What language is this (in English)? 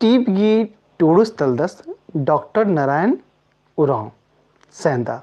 Kurukh